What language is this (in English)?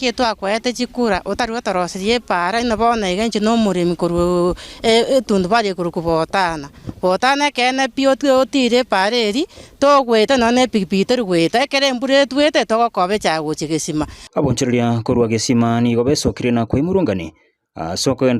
Gusii